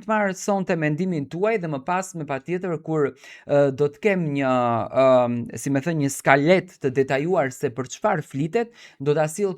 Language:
Albanian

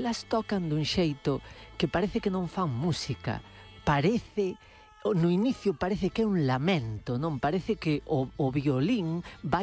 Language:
Galician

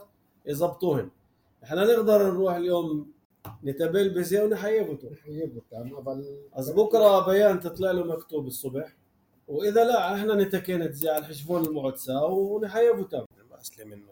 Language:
North Levantine Arabic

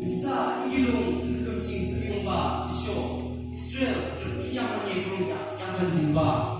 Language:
Yimchungru Naga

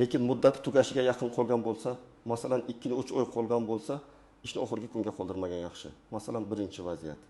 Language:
Uzbek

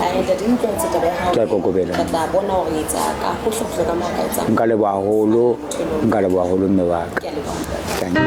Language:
Southern Sotho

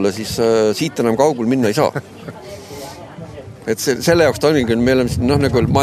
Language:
Estonian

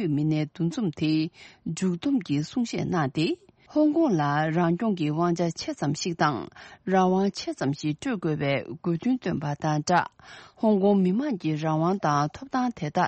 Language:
Tibetan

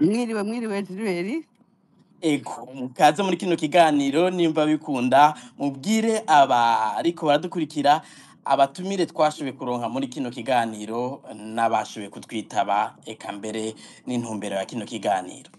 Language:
Rundi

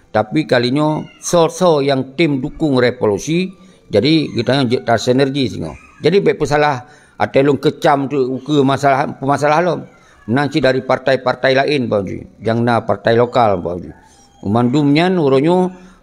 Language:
Achinese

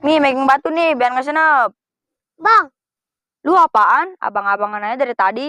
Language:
Betawi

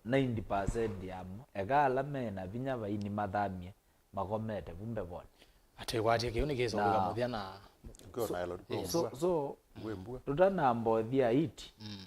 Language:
Kamba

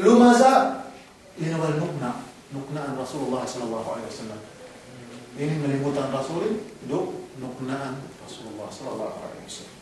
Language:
Yakan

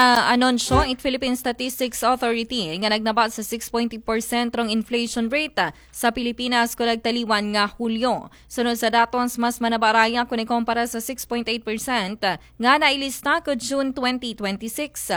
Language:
Aklanon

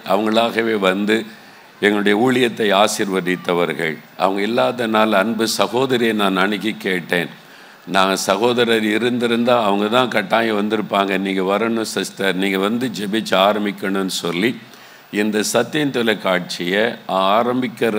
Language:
Tamil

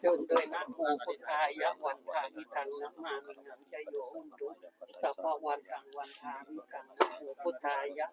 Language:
Pali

